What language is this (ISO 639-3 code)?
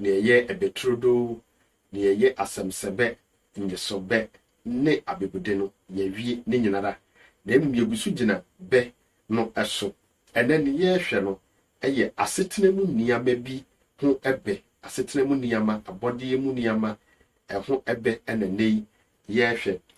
aka